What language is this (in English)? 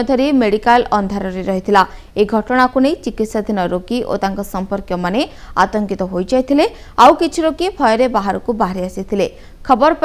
Odia